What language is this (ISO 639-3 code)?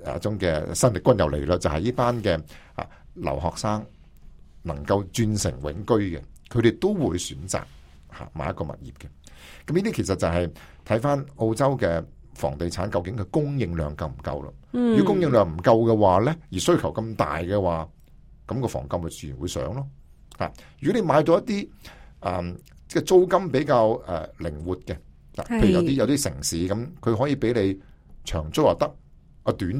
yue